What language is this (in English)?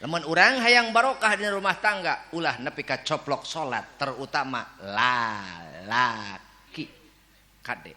Sundanese